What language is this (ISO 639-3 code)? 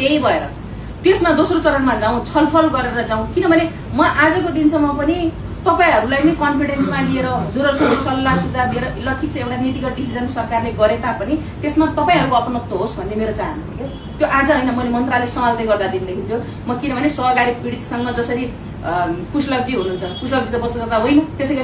nep